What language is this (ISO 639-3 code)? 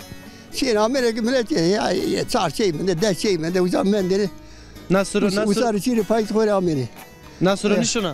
zza